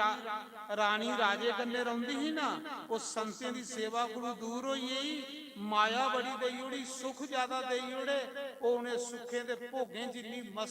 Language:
Dogri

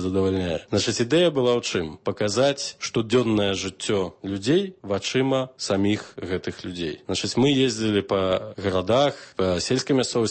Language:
Belarusian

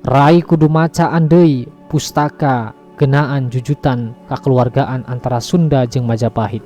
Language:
Sundanese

